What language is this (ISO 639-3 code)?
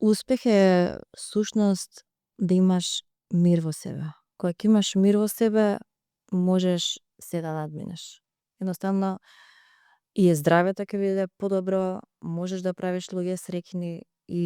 mkd